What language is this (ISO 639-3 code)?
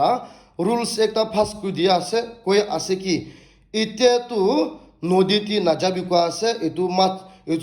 nag